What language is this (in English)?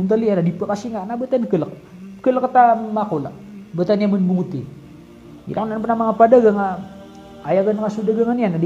Maranao